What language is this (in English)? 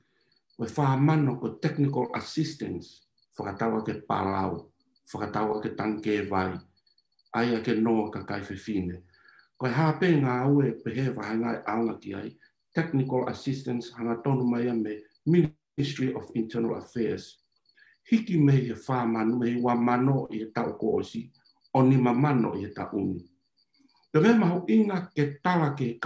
Tongan